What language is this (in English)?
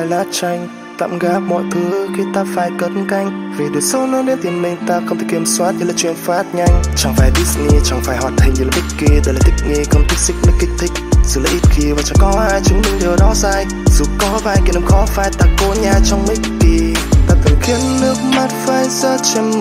Vietnamese